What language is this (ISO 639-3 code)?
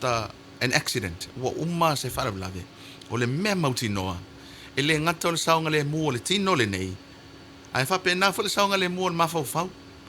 smo